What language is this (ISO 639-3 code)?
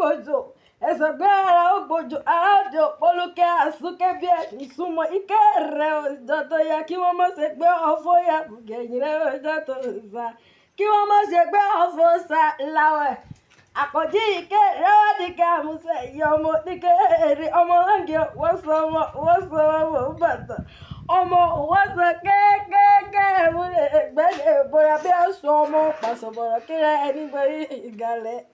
yor